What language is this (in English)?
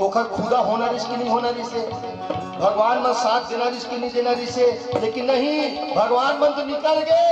Chhattisgarhi